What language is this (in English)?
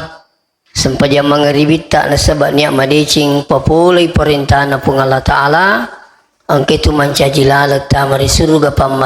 Buginese